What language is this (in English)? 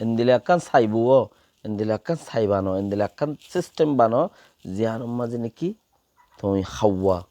Rohingya